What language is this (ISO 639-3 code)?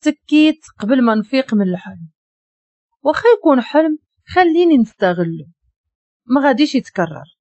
ary